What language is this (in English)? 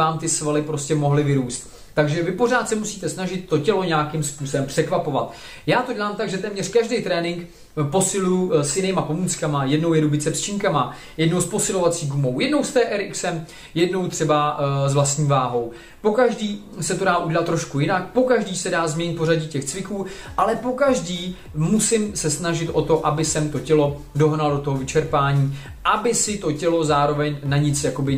Czech